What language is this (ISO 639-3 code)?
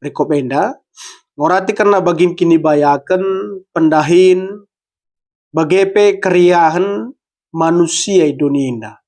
btx